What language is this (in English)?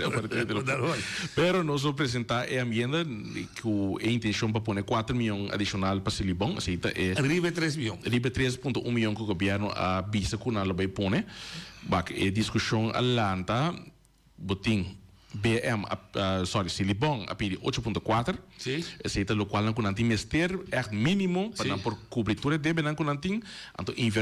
Papiamento